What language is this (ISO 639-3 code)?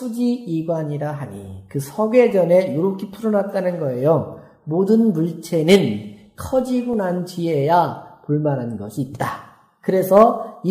kor